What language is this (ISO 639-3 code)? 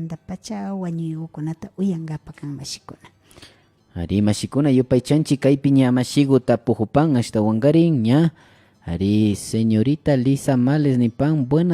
qvi